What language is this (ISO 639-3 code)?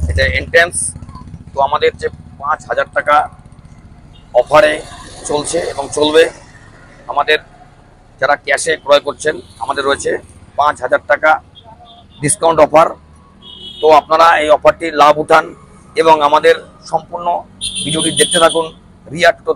ben